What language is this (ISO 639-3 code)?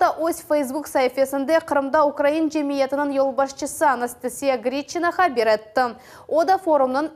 crh